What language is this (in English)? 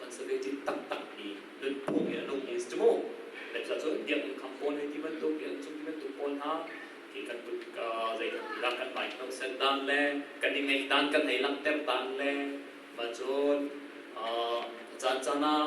Hakha Chin